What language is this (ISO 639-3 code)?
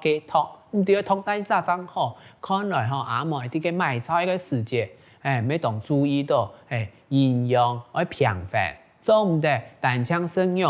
hak